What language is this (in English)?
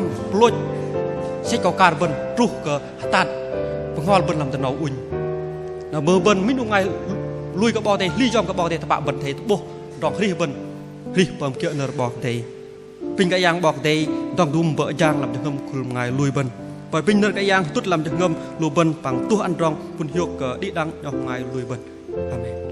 Bahnar